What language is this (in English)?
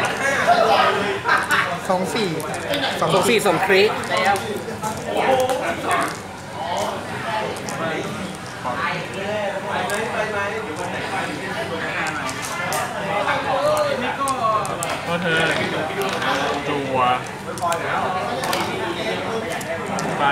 Thai